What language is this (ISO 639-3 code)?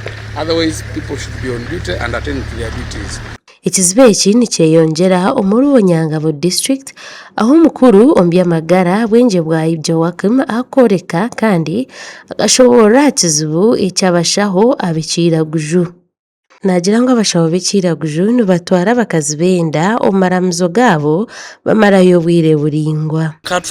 nyn